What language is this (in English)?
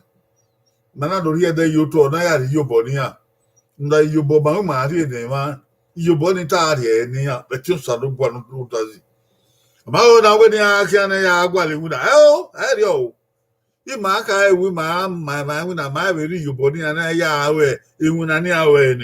Bini